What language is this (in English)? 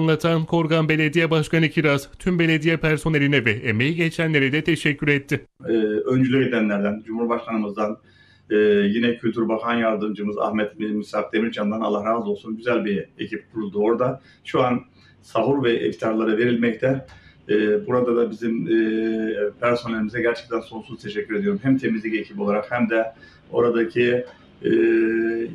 Turkish